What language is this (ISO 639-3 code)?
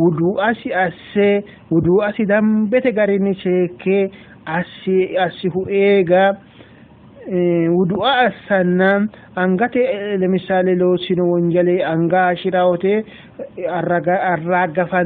sid